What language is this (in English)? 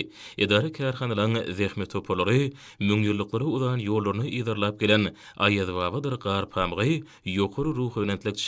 Turkmen